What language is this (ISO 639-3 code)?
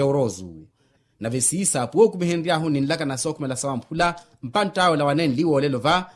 vmw